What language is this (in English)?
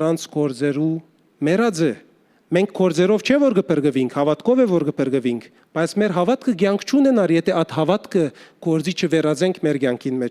Western Armenian